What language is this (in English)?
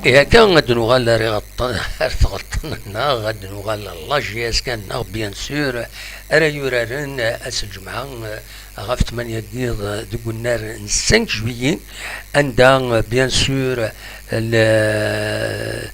Kabyle